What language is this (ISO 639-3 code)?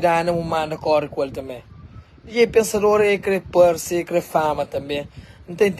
kea